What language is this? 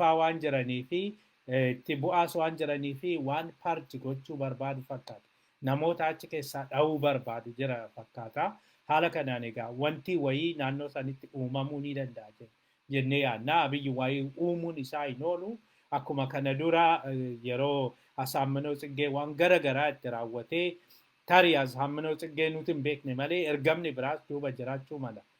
Oromo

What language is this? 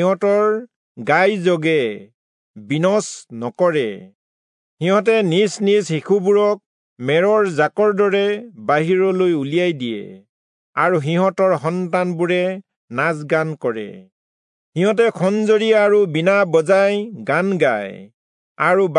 Assamese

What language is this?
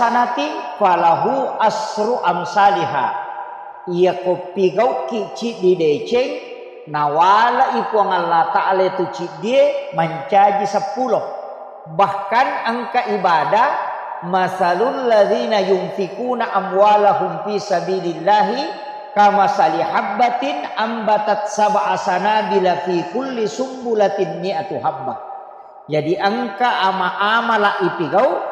Buginese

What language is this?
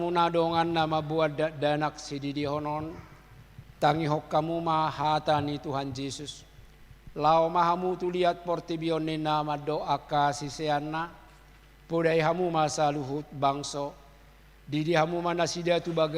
Batak Toba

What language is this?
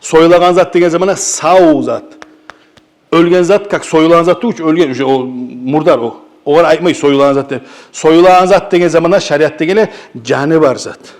Kumyk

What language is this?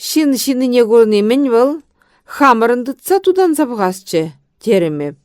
Chuvash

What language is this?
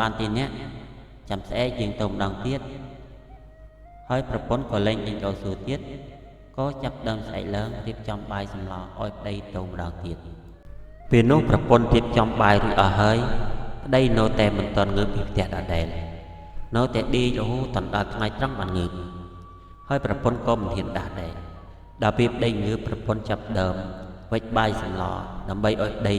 Khmer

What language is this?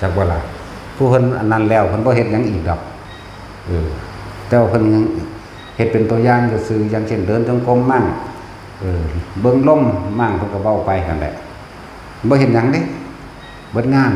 Northeastern Thai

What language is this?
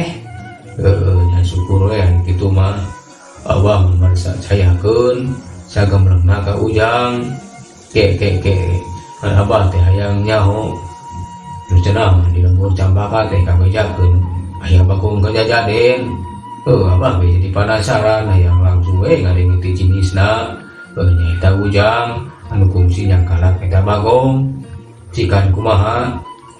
Sundanese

